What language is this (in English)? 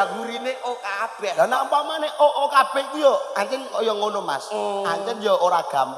Javanese